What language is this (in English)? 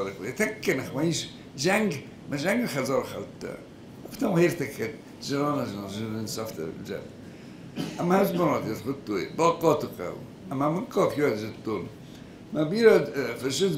Ossetic